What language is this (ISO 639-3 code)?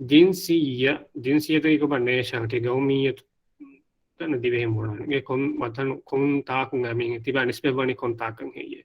div